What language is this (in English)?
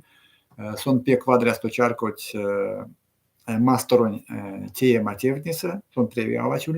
Erzya